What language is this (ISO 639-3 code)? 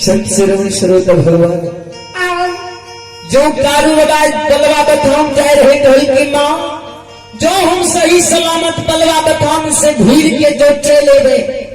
mai